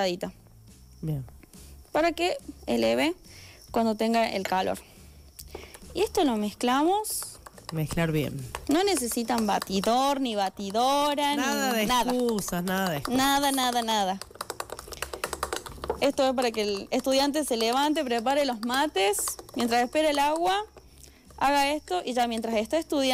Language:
Spanish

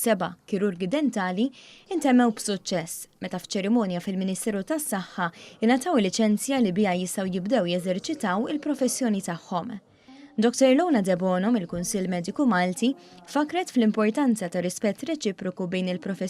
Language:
Maltese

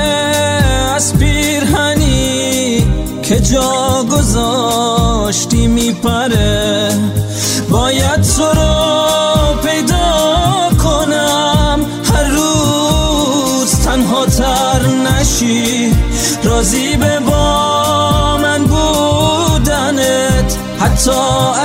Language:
Persian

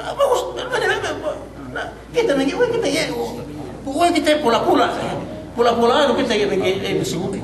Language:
Yakan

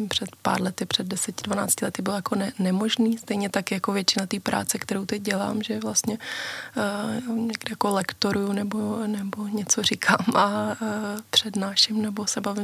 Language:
Czech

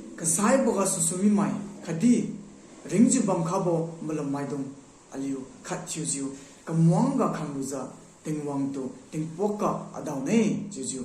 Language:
Liangmai Naga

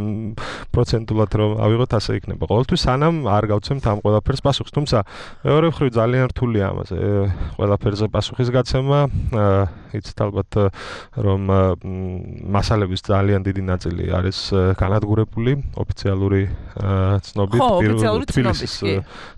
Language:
Georgian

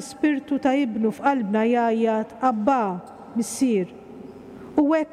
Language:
Maltese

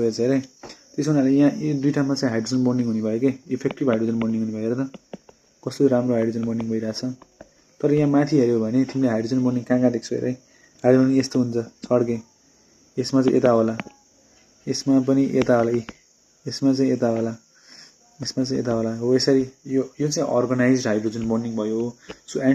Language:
Nepali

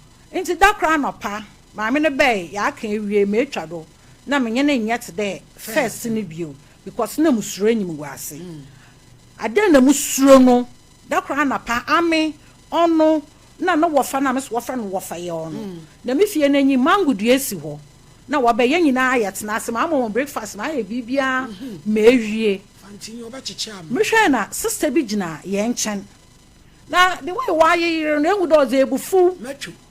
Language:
Akan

